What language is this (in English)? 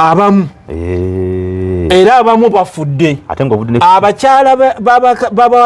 Ganda